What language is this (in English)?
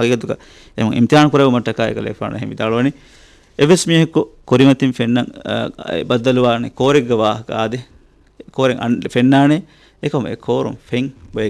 Divehi